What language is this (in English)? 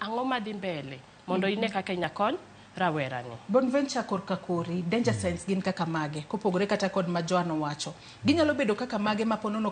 Luo (Kenya and Tanzania)